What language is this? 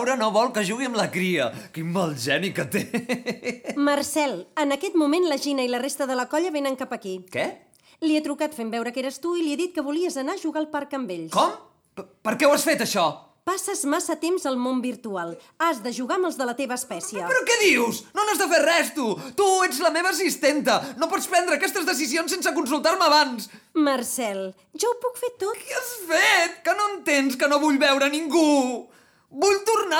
Catalan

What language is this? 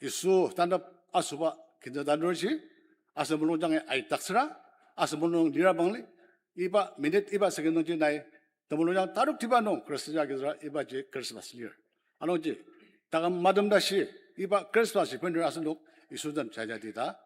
Ao Naga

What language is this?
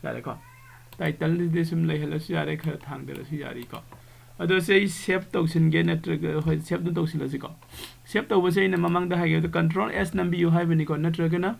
Manipuri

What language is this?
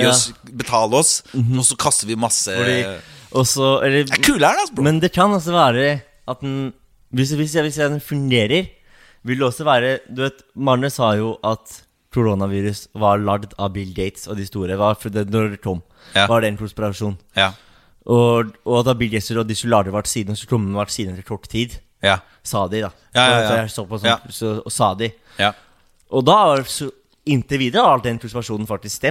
Norwegian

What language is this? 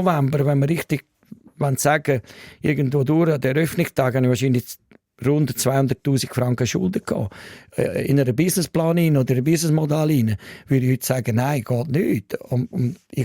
Swiss German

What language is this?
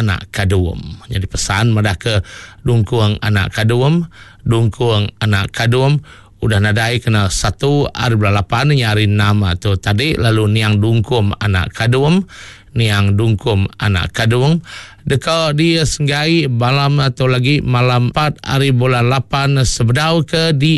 Iban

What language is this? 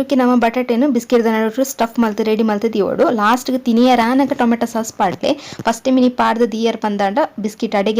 Tulu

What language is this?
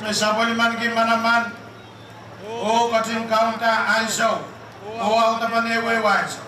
Pohnpeian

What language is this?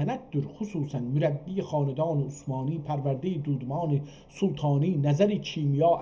South Azerbaijani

